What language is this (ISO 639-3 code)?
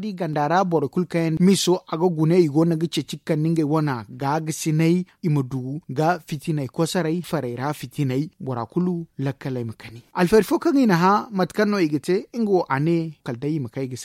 dje